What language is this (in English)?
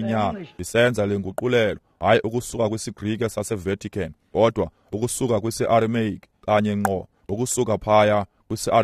Xhosa